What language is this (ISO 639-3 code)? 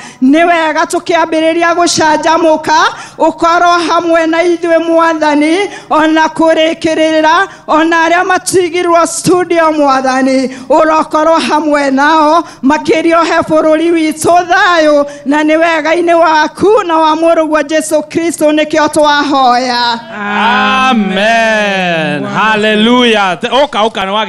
kik